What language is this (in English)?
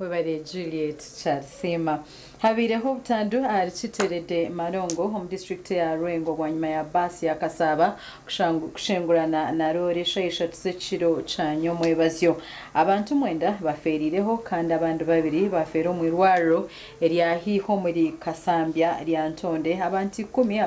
Nyankole